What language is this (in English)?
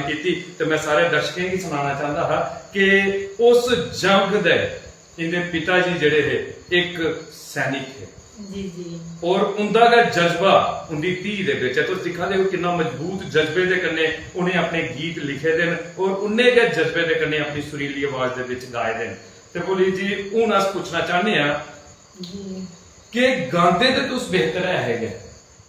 Dogri